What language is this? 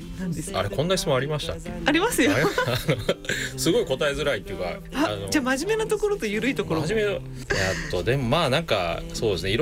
Japanese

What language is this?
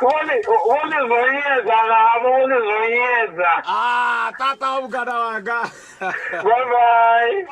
Venda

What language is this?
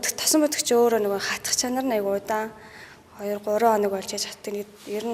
Mongolian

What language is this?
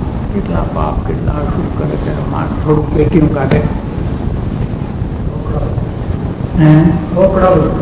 Gujarati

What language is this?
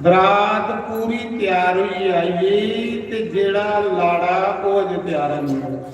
Dogri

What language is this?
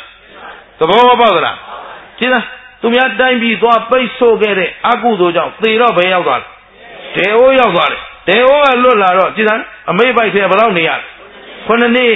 Burmese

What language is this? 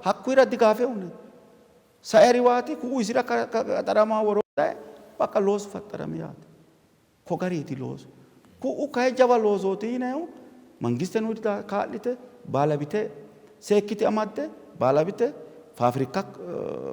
Sidamo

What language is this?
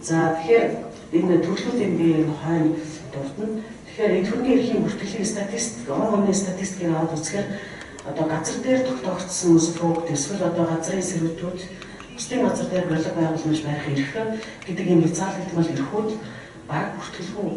Mongolian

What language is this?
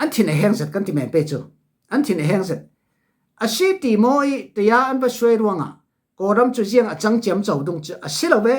Falam Chin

